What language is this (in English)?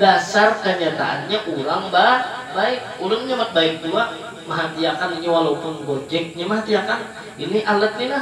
Banjar